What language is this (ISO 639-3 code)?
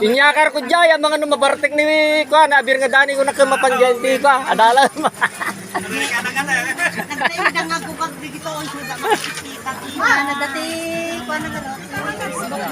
ilo